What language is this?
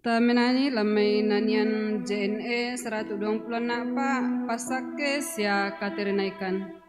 Toraja-Sa'dan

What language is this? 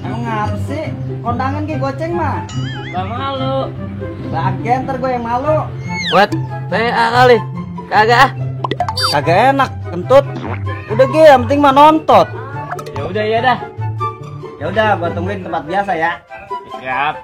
Betawi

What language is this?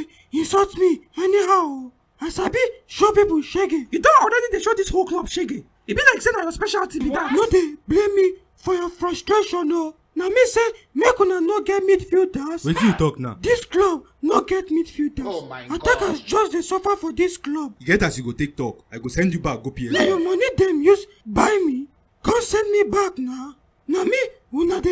Nigerian Pidgin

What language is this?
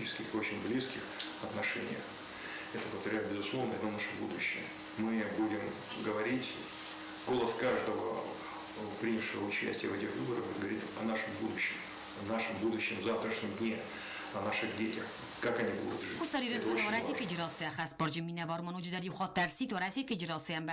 Ossetic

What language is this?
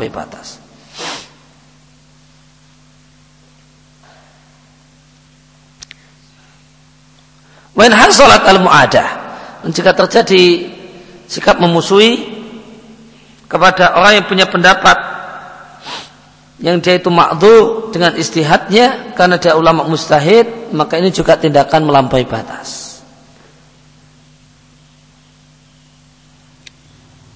Indonesian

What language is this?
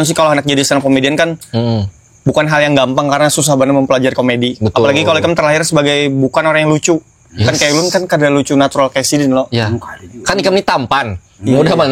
Banjar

